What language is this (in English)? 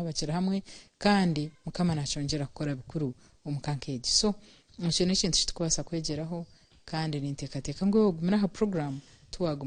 Nyankole